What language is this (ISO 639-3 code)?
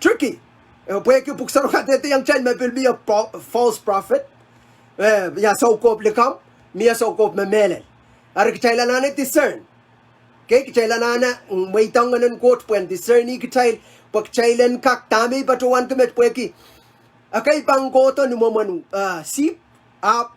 pon